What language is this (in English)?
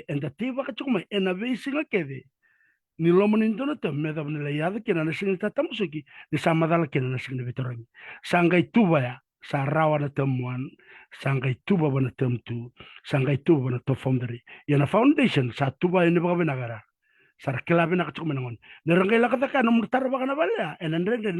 Fijian